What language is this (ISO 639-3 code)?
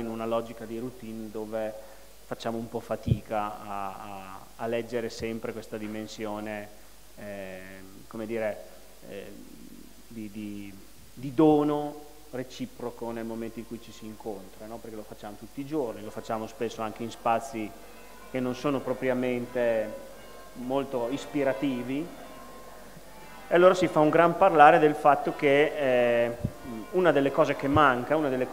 ita